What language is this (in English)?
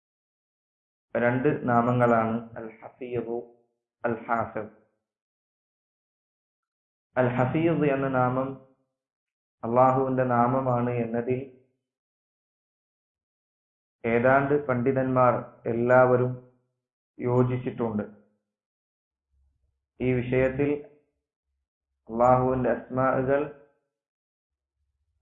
Malayalam